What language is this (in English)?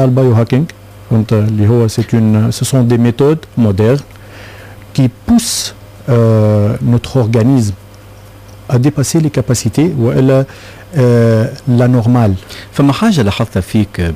Tunisian Arabic